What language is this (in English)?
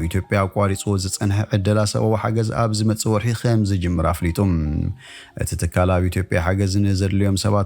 Tigrinya